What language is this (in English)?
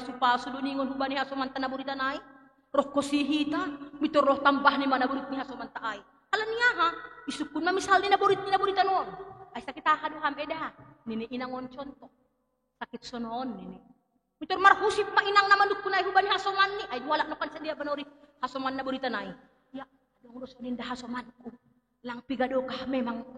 Batak Simalungun